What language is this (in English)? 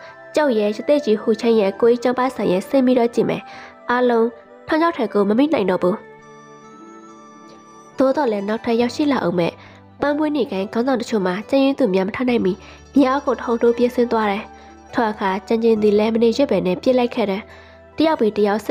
Burmese